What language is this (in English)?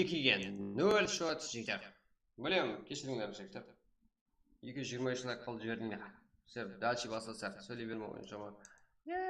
Kara-Kalpak